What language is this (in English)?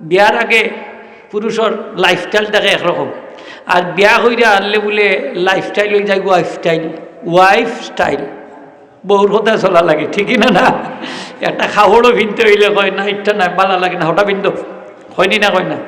Sylheti